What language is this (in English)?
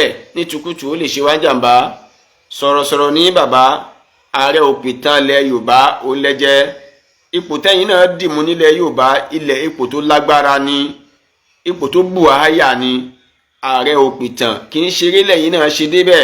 Yoruba